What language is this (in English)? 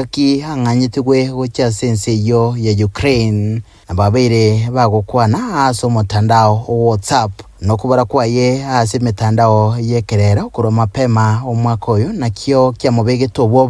Gusii